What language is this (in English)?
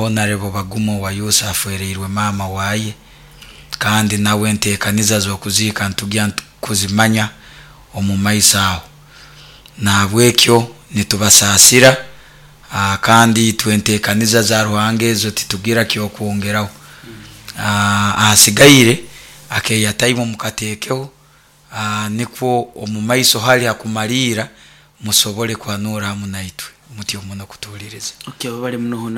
Nyoro